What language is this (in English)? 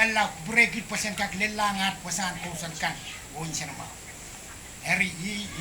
Pohnpeian